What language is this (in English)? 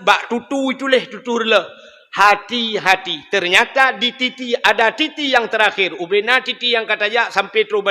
Achinese